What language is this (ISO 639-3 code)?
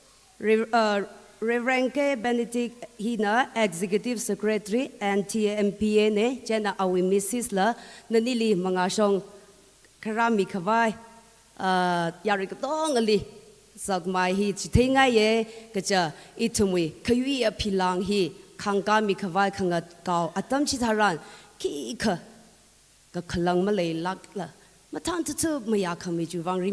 nmf